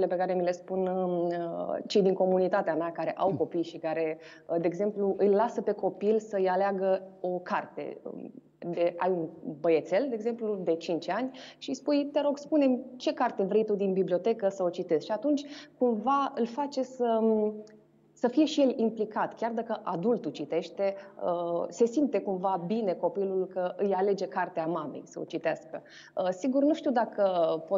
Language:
Romanian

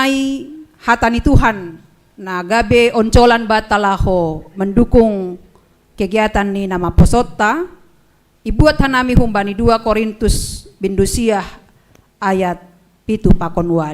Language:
Batak Simalungun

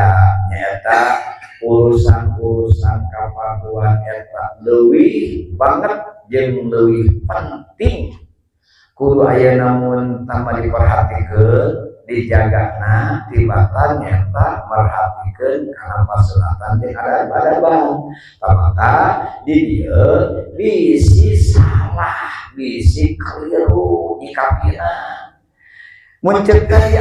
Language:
Sundanese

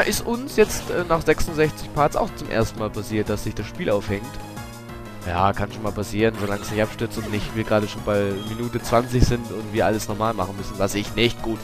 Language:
German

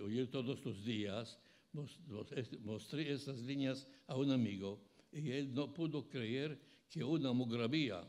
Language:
Ladino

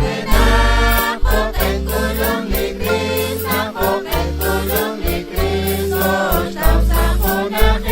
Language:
Kekchí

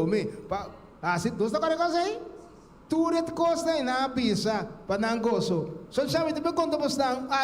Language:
Papiamento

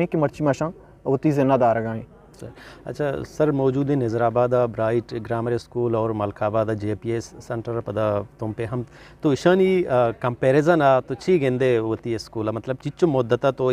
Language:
Eastern Balochi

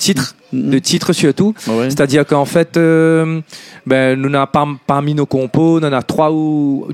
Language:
Réunion Creole French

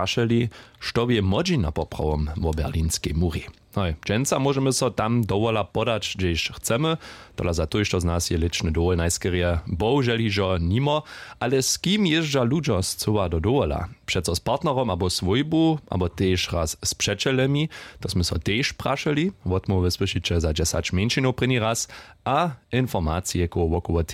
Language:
Upper Sorbian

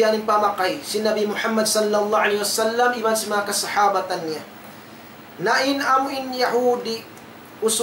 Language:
Tausug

